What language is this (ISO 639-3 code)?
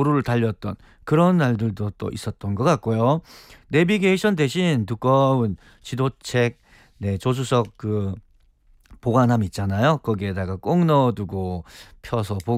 kor